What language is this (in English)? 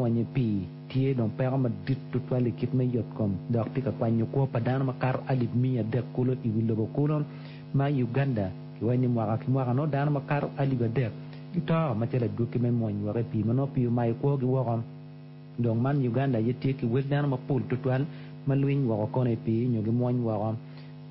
Acoli